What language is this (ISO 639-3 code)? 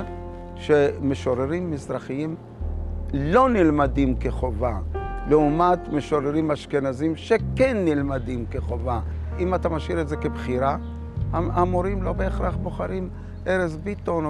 heb